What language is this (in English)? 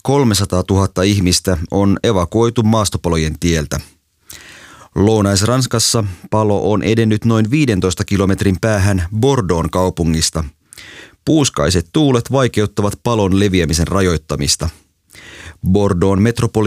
Finnish